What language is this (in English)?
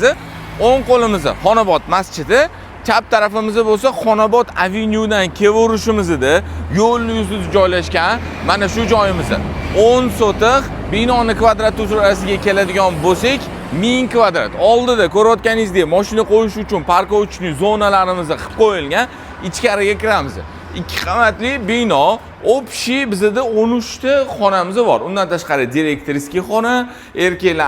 Uzbek